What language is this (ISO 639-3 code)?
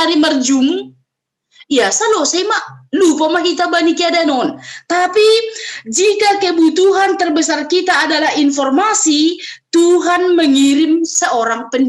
bts